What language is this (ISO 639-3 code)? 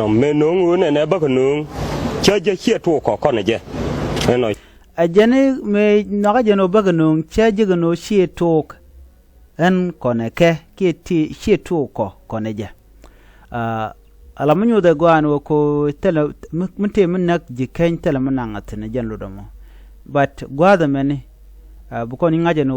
nus